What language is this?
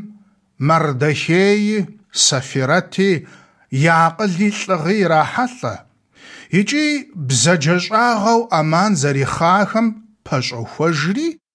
Kabardian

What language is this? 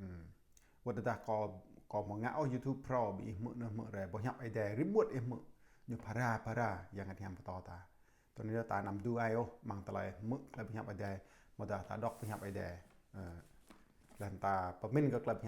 Jarai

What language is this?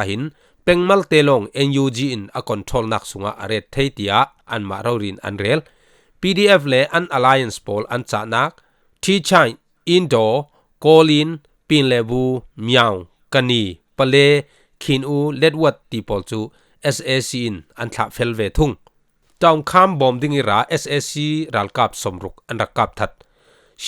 Falam Chin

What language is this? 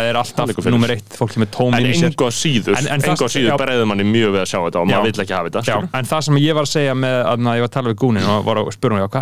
Icelandic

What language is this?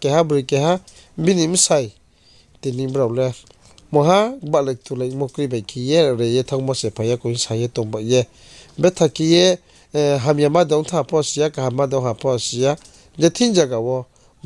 Riang (India)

